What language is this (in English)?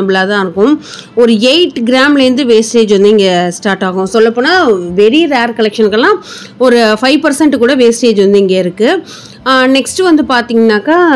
Tamil